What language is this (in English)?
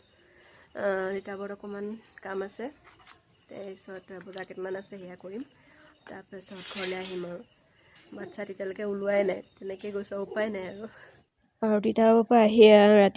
Assamese